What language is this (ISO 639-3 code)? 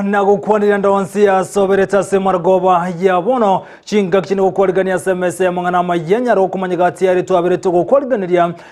guz